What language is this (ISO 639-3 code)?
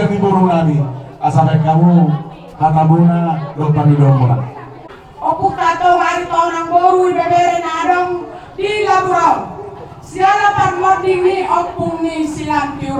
bbc